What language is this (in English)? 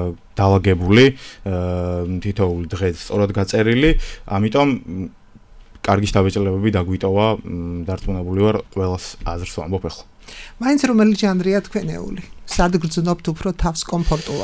Georgian